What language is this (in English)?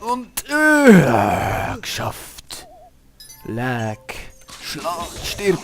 Swiss German